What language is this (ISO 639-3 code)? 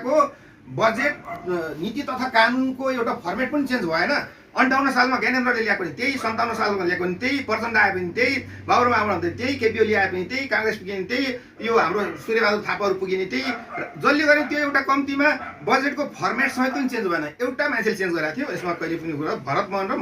nep